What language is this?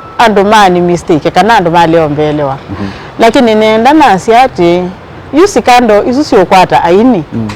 Kamba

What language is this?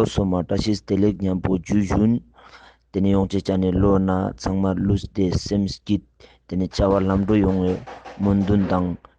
Ladakhi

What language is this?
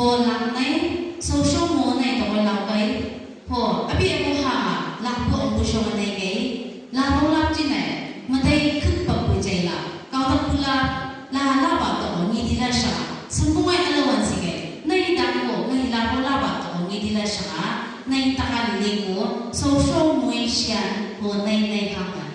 Chang Naga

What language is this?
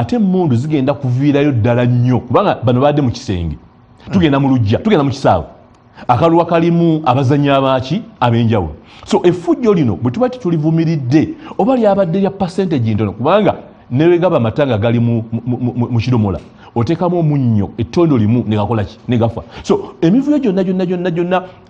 Ganda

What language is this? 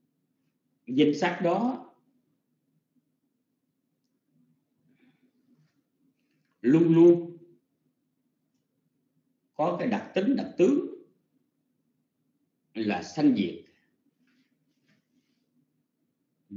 Vietnamese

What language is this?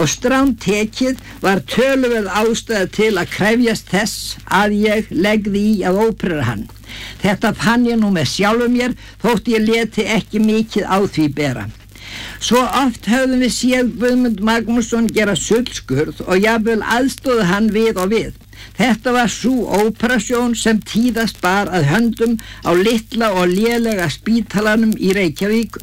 Icelandic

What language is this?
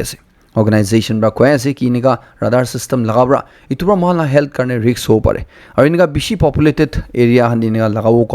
Naga Pidgin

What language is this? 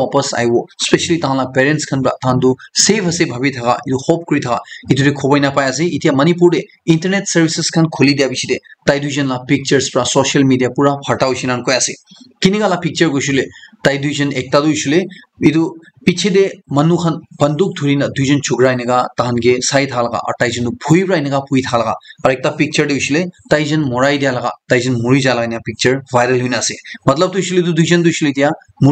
Naga Pidgin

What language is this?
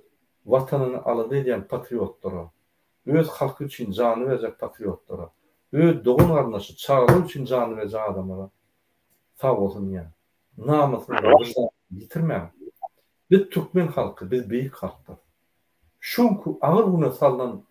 Turkmen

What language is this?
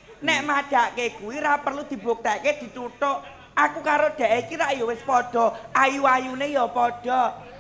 Javanese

